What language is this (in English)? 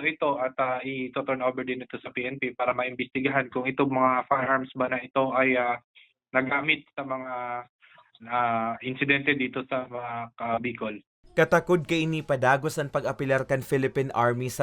Bikol